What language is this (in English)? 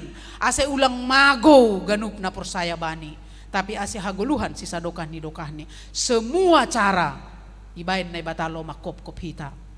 Batak Simalungun